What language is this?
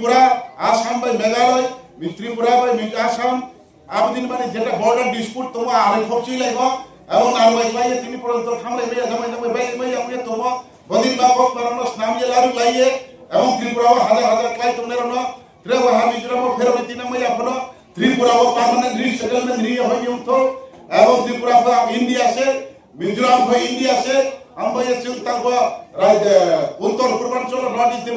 Riang (India)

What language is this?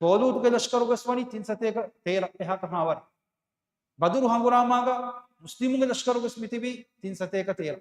Divehi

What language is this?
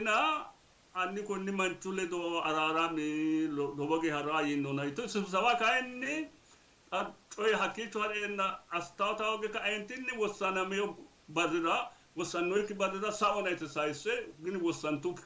Sidamo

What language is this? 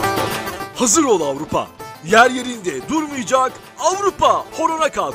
Turkish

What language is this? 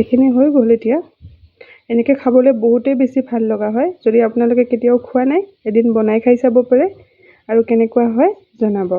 Assamese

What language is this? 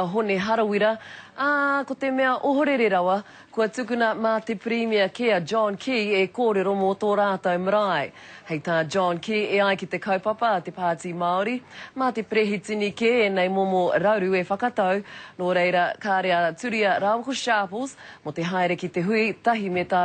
Māori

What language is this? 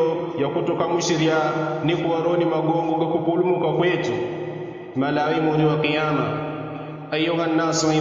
Yao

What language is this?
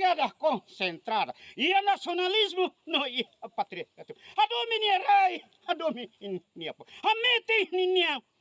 Tetum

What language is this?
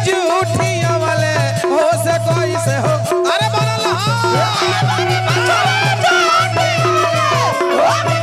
Bhojpuri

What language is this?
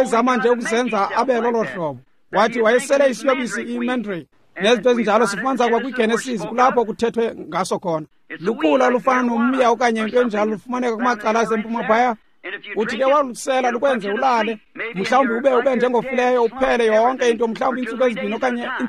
Xhosa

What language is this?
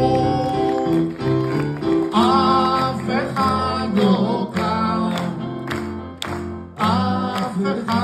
Hebrew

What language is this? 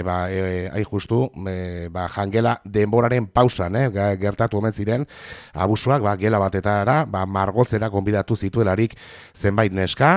Basque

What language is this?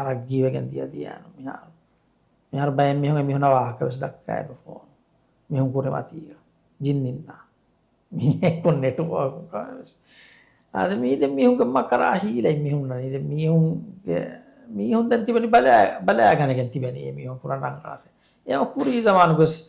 Divehi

